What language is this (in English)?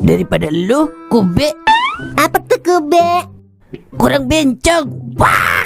Betawi